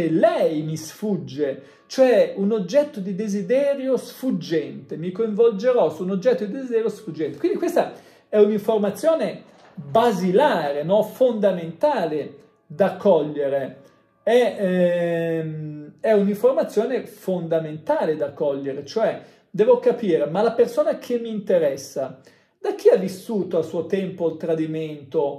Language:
Italian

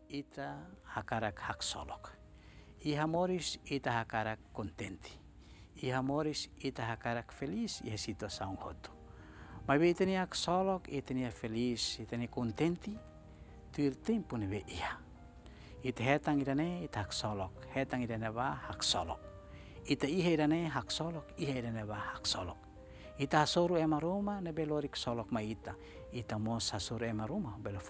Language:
Tetum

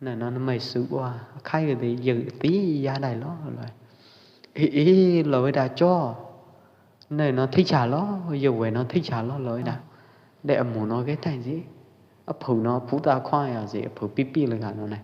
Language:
Pwo Eastern Karen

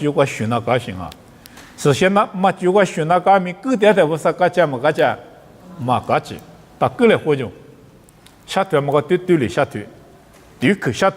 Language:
Lisu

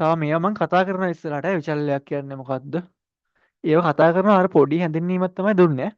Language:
Sinhala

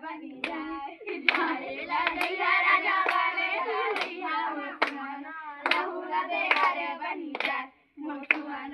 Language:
Chhattisgarhi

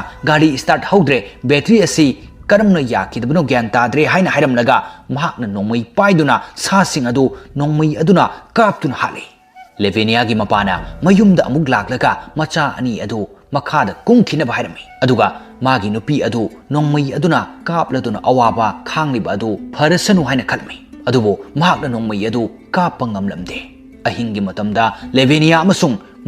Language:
Manipuri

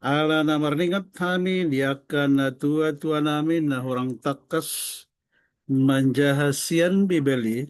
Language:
Batak Toba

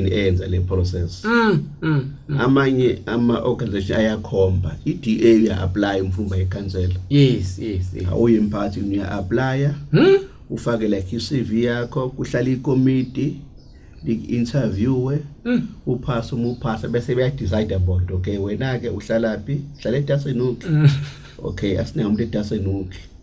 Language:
Zulu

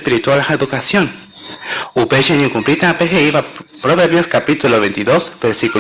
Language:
Guarani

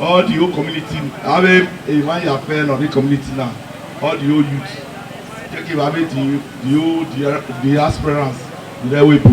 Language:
Bini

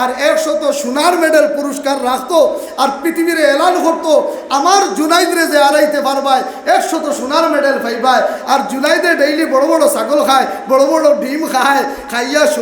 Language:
Sylheti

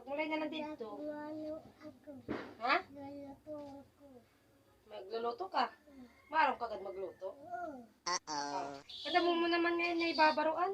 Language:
Waray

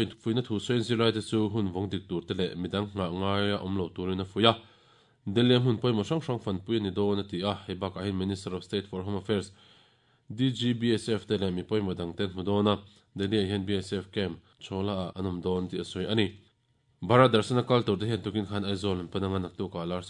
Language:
Mizo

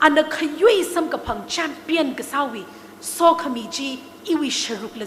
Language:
Tangkhul Naga (India)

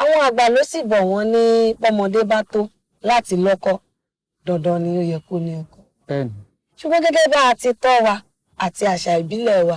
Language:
Yoruba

